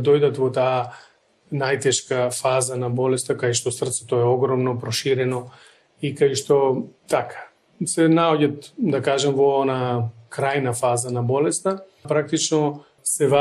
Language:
Macedonian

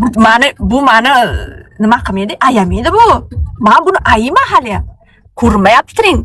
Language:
Uzbek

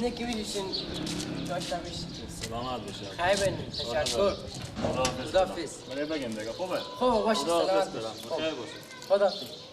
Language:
Persian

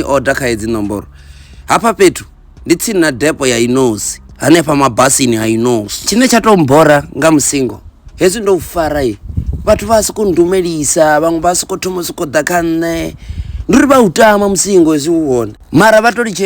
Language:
Venda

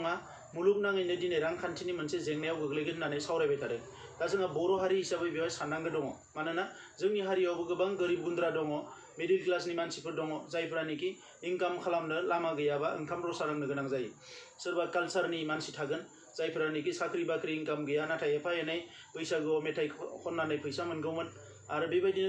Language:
Bodo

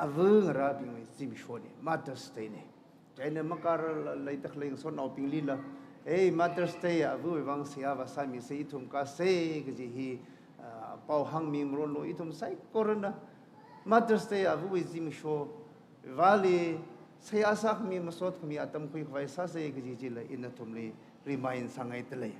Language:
Tangkhul Naga (India)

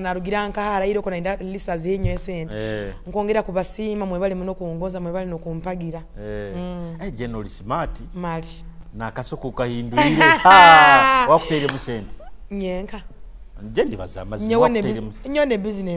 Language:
Nyoro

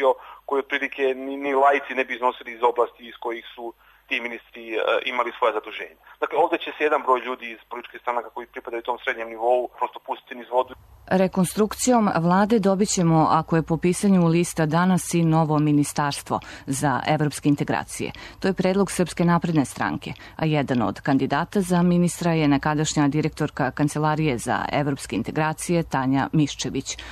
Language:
Serbian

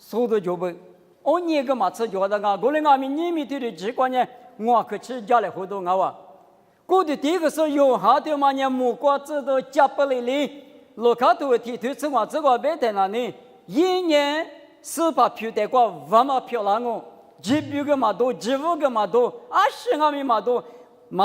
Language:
Lisu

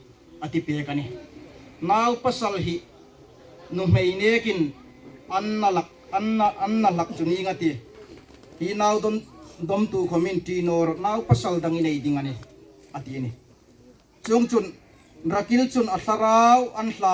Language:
Hmar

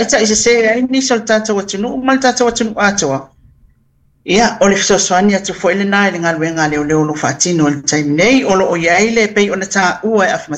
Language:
Samoan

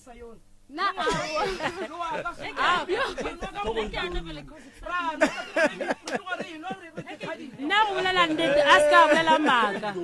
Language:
Northern Sotho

